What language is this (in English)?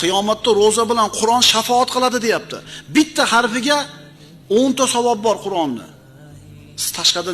Uzbek